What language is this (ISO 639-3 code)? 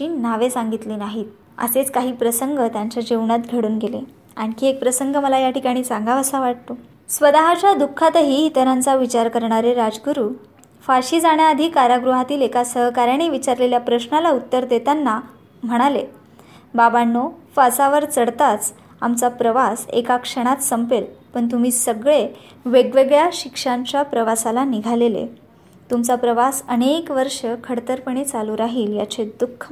mar